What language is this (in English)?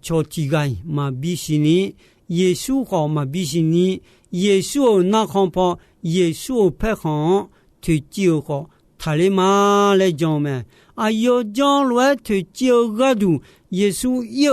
Akha